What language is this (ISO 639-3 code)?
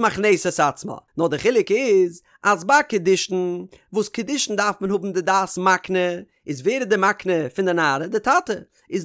yid